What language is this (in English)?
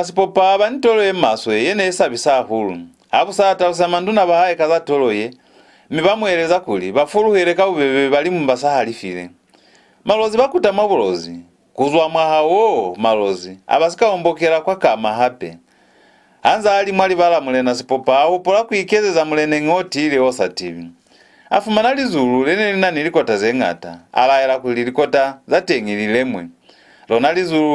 Lozi